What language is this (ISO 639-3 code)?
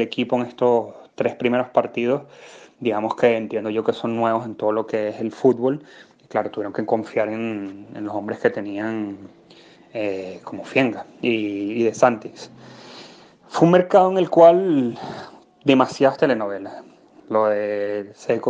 spa